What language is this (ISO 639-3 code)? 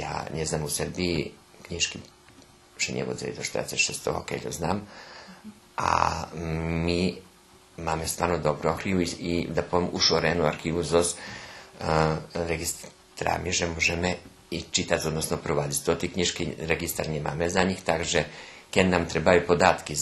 rue